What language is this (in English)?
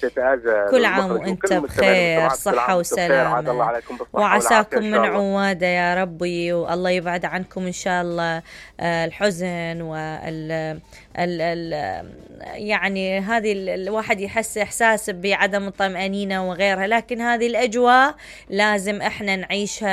Mesopotamian Arabic